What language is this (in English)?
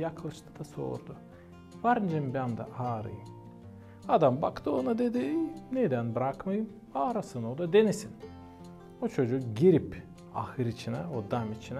Gagauz